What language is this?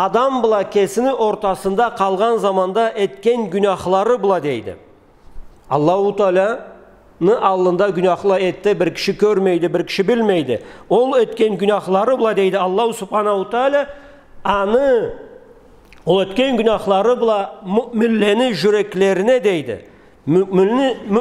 Karachay-Balkar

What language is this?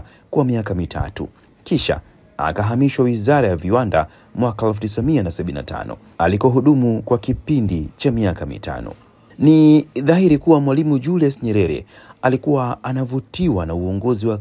Swahili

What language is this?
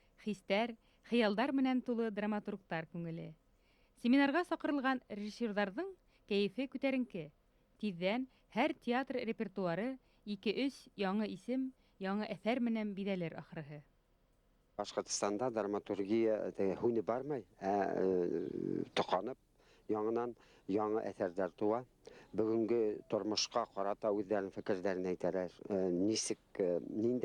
Bashkir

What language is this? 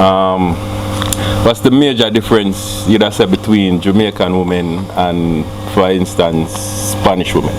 Jamaican Creole English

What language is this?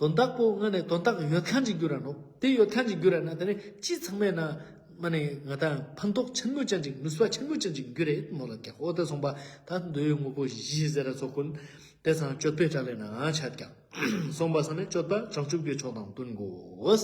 Ladakhi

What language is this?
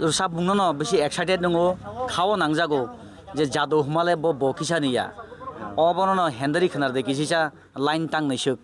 Kok Borok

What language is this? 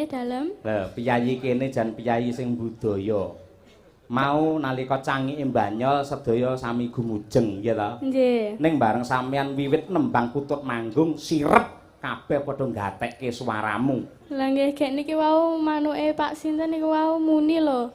Javanese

